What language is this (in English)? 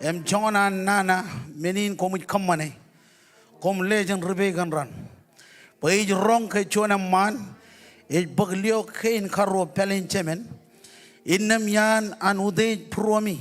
Marshallese